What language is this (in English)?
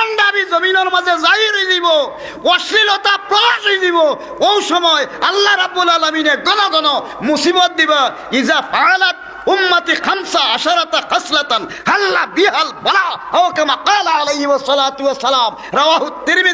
Sylheti